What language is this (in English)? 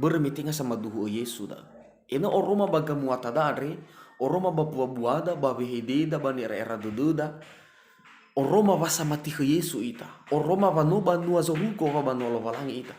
Nias